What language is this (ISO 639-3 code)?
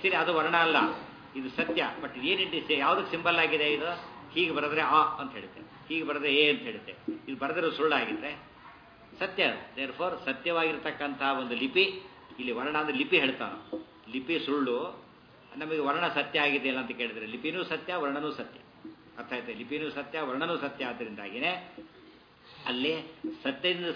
kan